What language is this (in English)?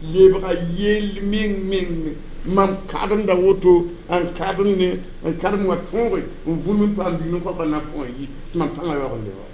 Mossi